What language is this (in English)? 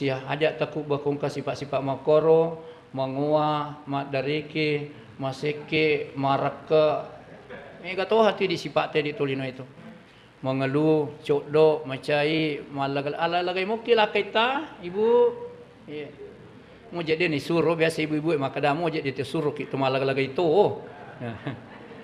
Buginese